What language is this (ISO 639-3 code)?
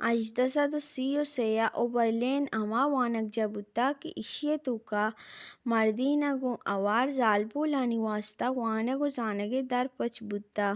bal